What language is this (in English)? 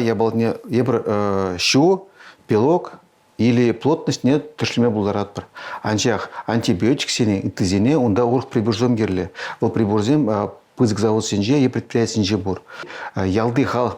Chuvash